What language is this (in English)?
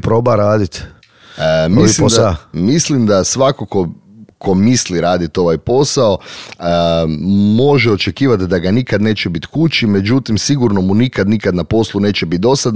Croatian